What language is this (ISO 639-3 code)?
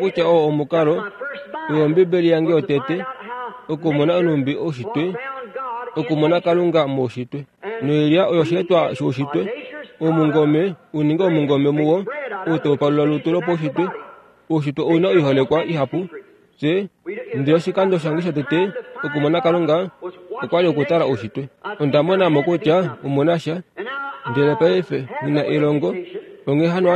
kua